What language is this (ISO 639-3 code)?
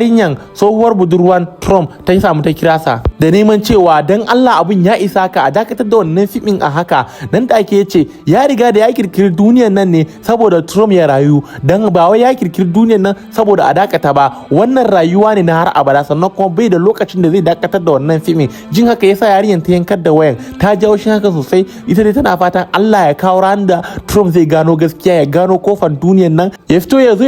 hau